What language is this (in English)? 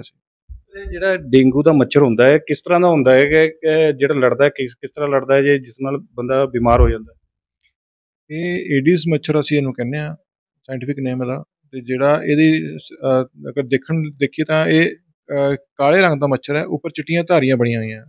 Punjabi